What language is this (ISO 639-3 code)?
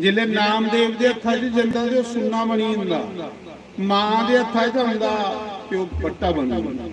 doi